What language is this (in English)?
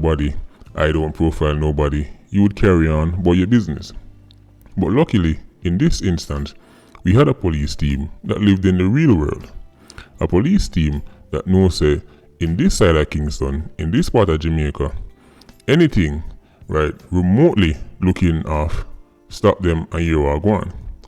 Jamaican Creole English